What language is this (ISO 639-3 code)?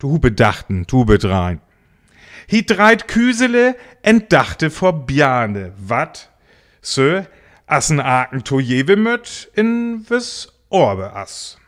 frr